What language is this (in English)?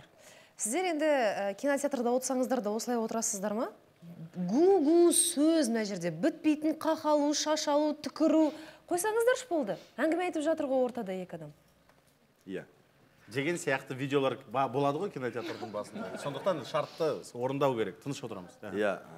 Kazakh